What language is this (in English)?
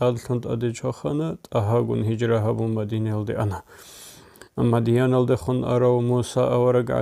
Avaric